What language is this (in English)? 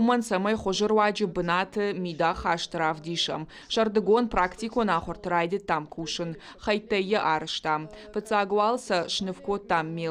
Ossetic